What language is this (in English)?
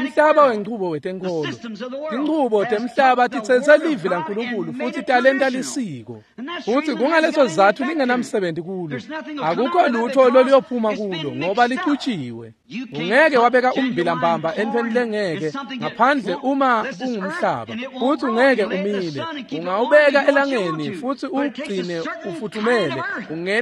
Swati